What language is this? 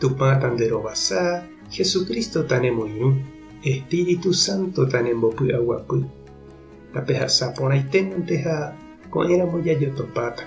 Guarani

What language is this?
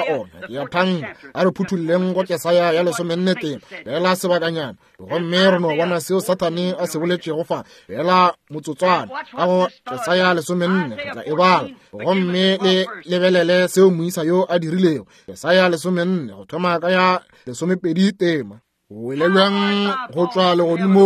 Northern Sotho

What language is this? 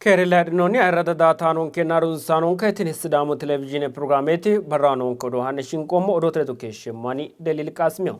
Sidamo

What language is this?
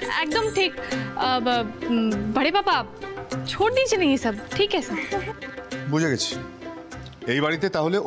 Bangla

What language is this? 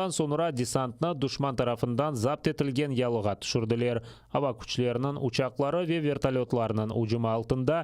Crimean Tatar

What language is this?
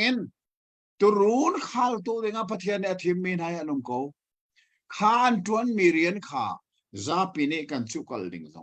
Hakha Chin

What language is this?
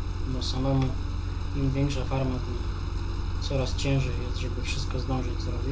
Polish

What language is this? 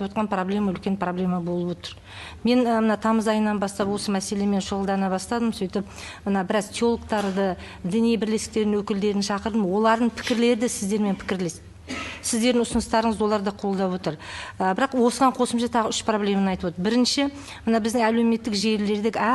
Kazakh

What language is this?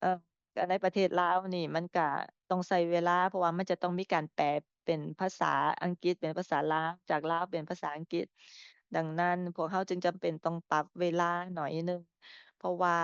Lao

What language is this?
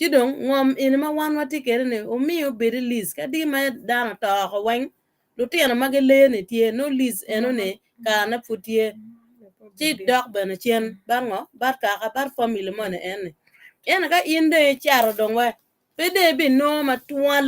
Acoli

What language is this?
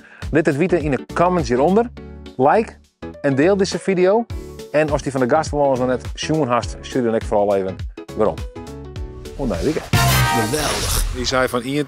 Western Frisian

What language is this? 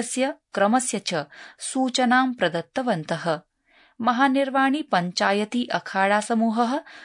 Sanskrit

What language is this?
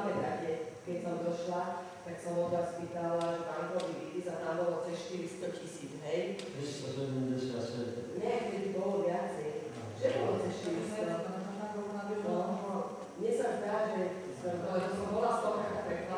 Slovak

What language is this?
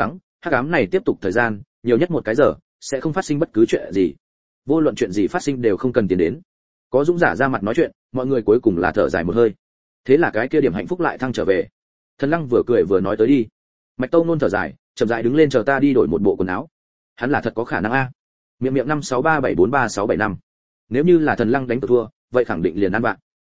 Vietnamese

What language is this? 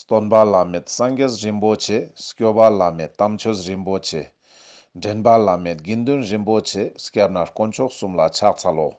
Ladakhi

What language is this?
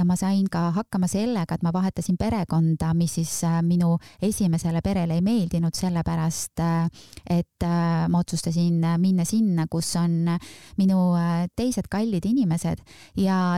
Estonian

